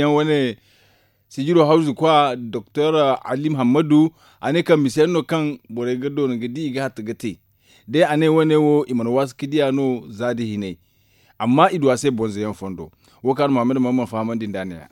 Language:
Zarma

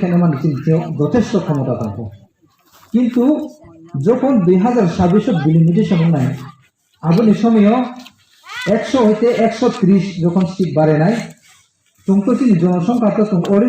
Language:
Riang (India)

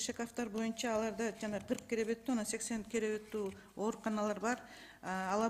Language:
Kyrgyz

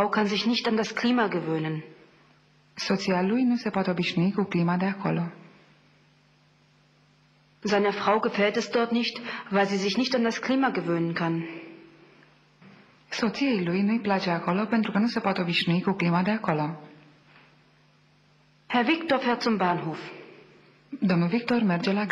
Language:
Romanian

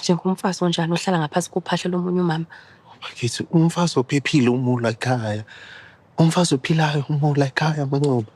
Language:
Zulu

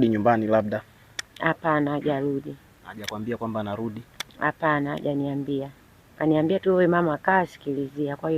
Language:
Swahili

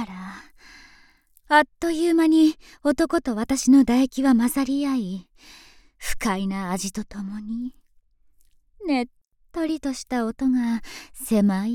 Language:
Japanese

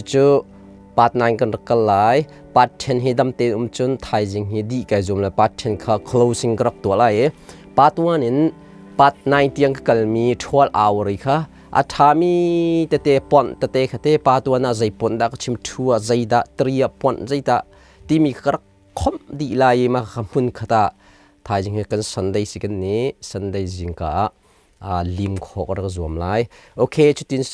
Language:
Hakha Chin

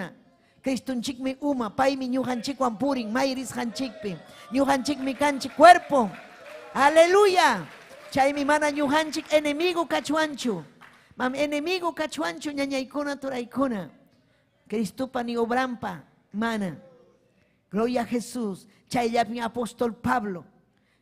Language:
Ayacucho Quechua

